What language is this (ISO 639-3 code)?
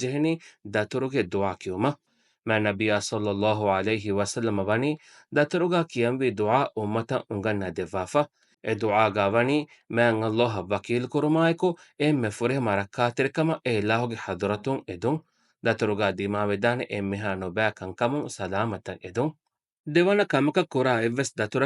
div